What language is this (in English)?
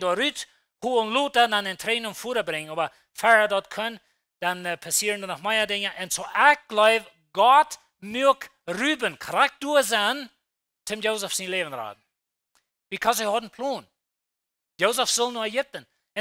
Plautdietsch